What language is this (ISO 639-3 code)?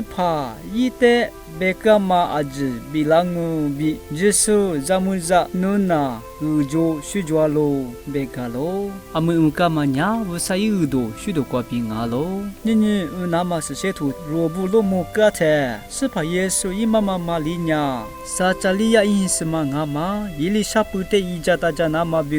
lis